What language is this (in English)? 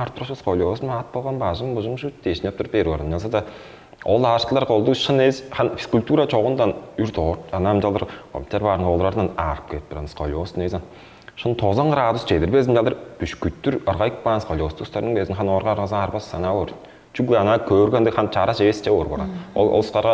Tuvinian